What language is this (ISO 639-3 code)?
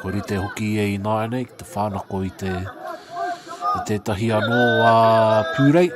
mri